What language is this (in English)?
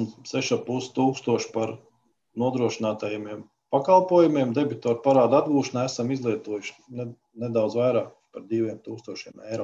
Latvian